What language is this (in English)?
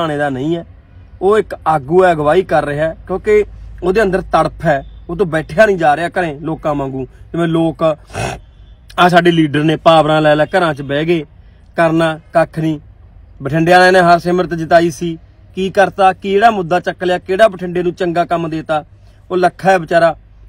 Punjabi